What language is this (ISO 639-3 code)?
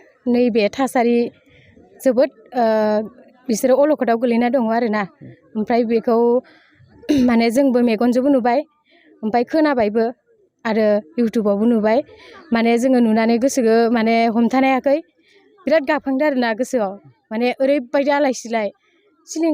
brx